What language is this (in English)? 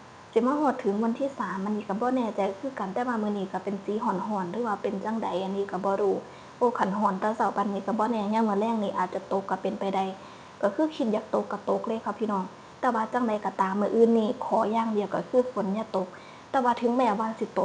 Northeastern Thai